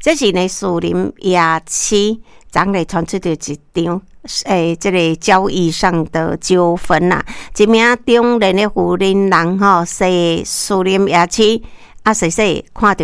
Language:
Min Nan Chinese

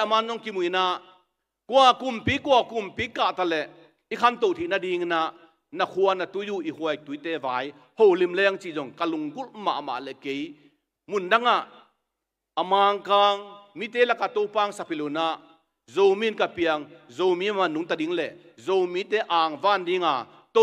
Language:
Tedim Chin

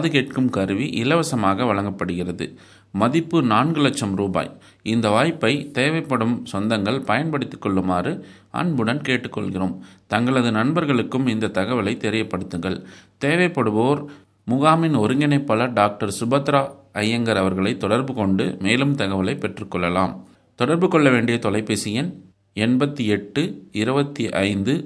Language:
Tamil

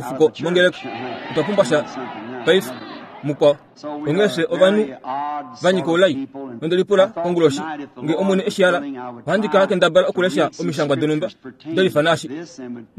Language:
Kuanyama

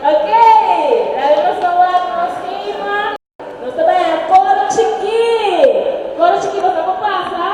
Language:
Papiamento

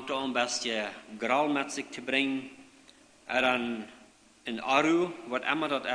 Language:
Plautdietsch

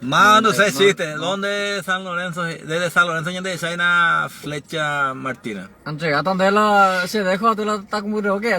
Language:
Guarani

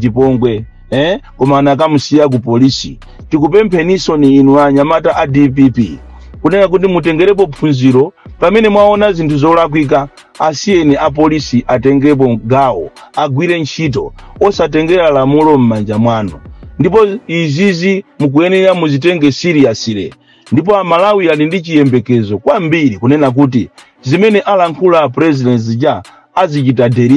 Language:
Nyanja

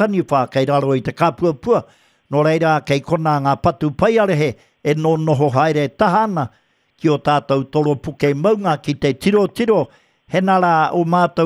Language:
Māori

